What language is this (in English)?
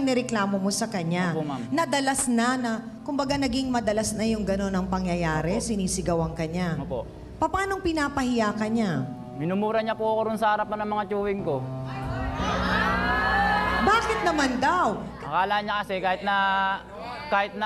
Filipino